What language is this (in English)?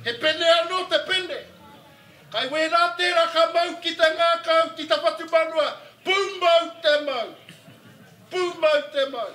Māori